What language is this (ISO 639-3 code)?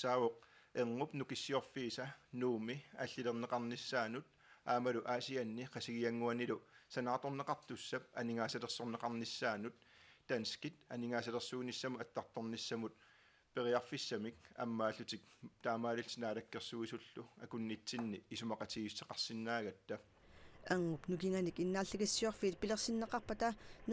kal